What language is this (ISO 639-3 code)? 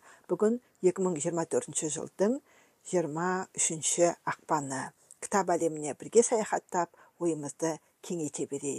kaz